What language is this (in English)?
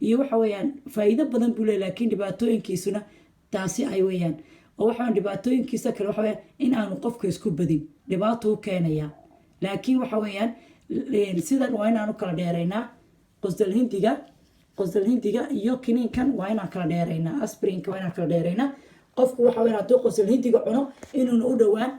Somali